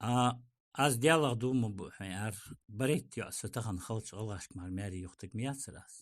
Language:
Ingush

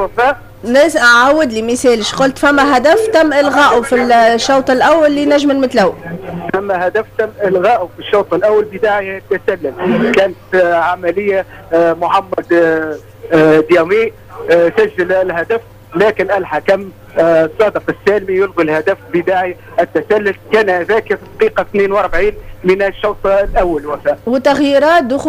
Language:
Tunisian Arabic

